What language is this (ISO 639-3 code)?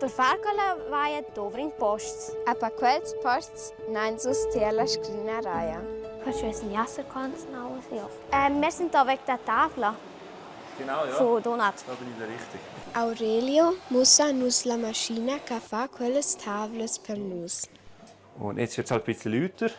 roh